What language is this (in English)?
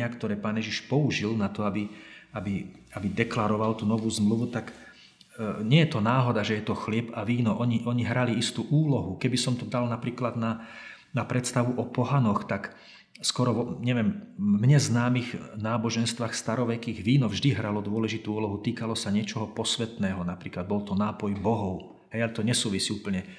Slovak